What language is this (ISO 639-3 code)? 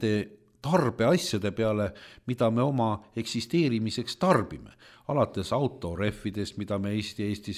est